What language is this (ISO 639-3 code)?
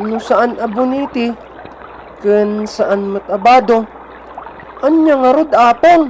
ilo